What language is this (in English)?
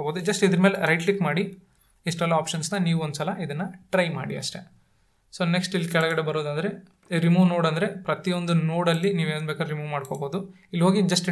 Kannada